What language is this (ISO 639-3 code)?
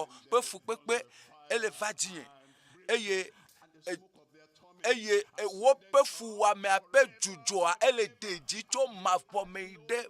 ewe